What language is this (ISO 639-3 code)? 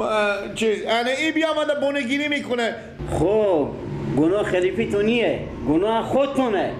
fas